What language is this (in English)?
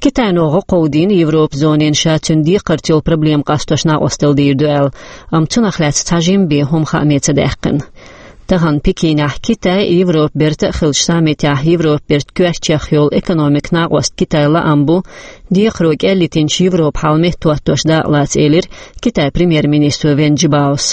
Chechen